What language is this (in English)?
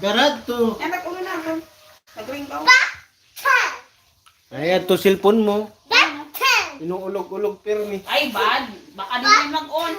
Bikol